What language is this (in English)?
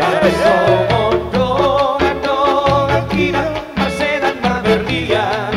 Batak Toba